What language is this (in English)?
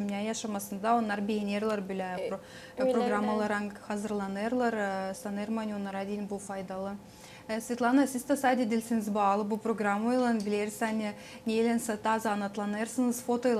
Gagauz